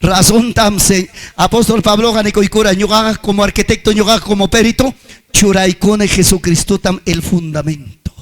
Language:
Ayacucho Quechua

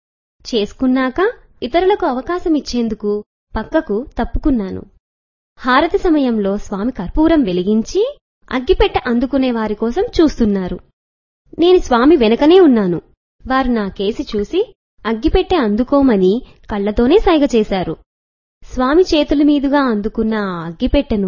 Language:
Telugu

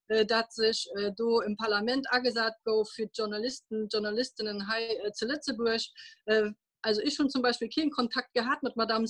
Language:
Luxembourgish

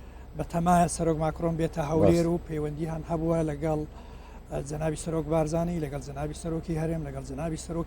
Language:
Central Kurdish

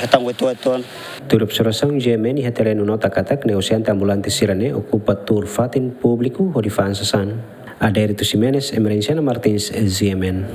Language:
Tetum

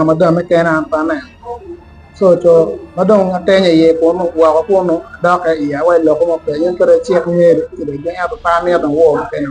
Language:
Acoli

